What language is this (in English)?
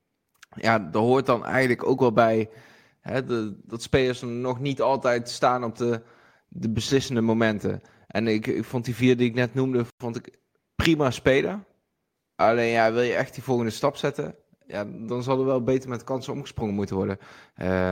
Dutch